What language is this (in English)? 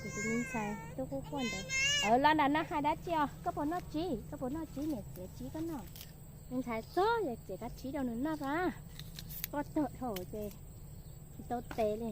Hmong